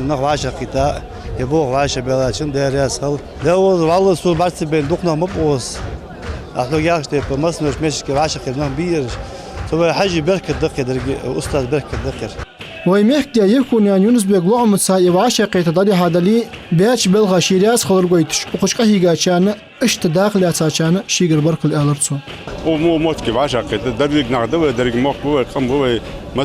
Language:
Ingush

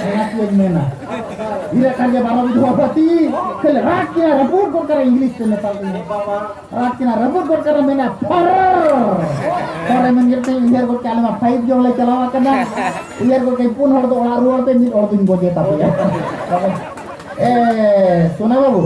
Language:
Santali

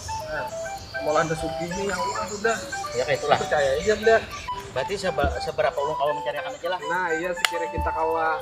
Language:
Banjar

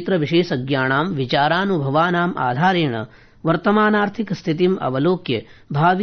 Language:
Sanskrit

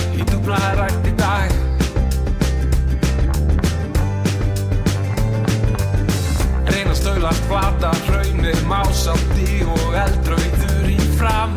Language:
Icelandic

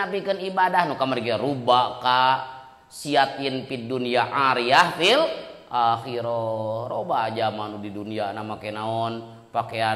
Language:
Sundanese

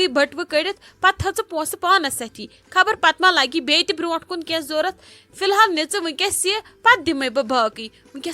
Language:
Kashmiri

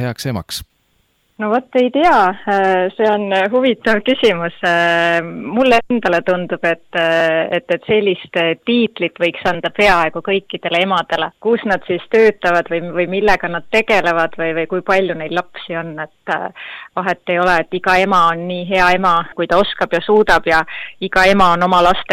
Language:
Estonian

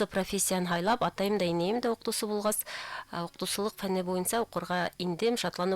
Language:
Bashkir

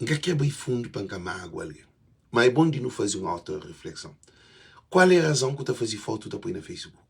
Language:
Kabuverdianu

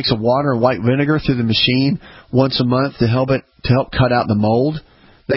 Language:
English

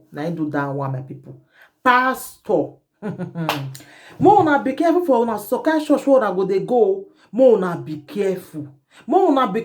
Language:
Nigerian Pidgin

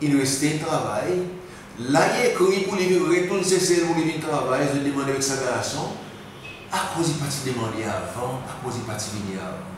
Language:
Seselwa Creole French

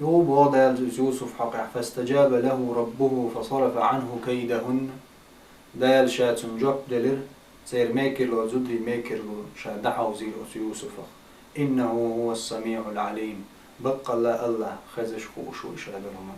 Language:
Chechen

